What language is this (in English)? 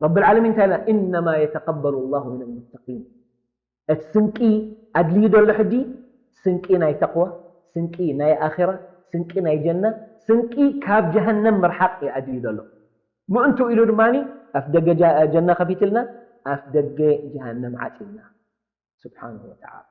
Tigrinya